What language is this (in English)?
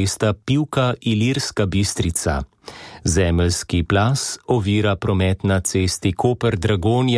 Slovenian